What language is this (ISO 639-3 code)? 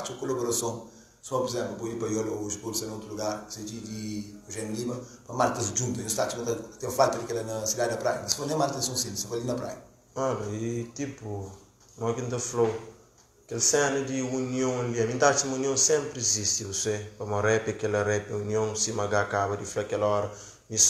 kea